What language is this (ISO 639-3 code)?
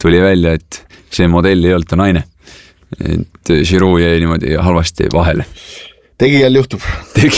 est